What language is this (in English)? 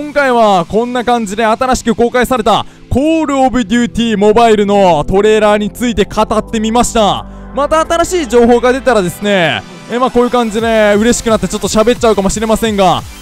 Japanese